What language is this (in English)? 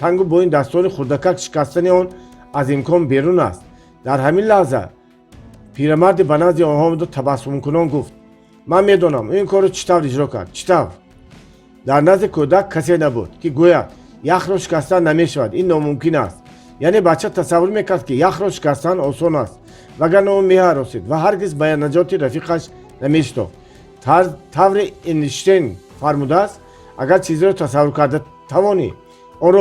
Tajik